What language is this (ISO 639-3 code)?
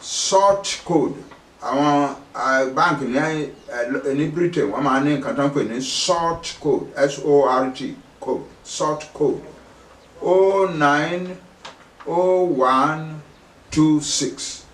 yor